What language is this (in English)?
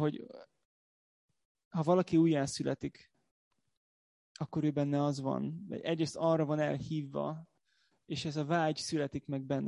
Hungarian